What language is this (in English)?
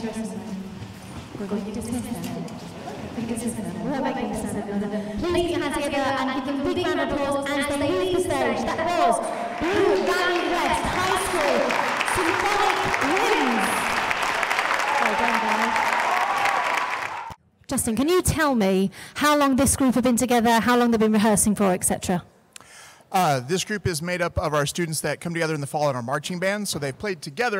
English